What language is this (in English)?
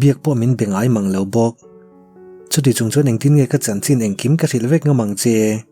Mizo